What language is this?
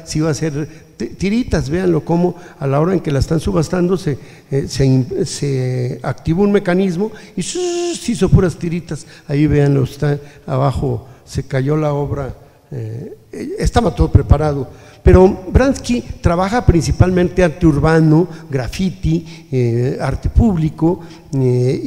Spanish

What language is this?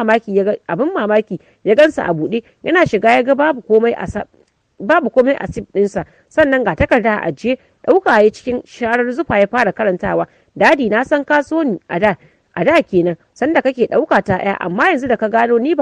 Hausa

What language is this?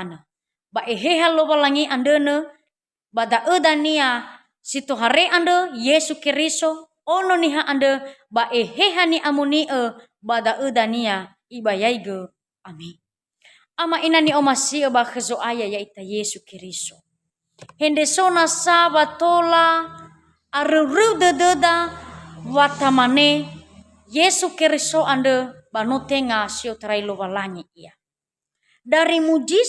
Nias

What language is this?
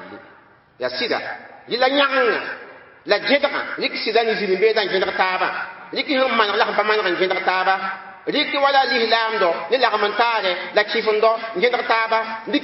Mossi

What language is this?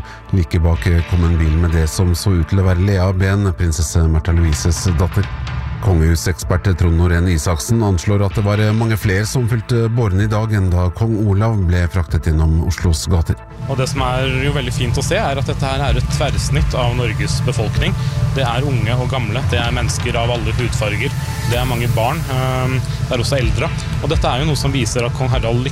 Norwegian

